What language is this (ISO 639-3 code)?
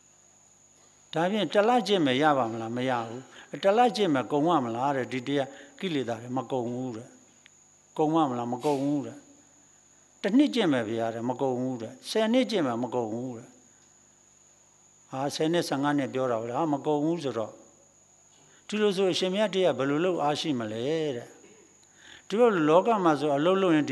mya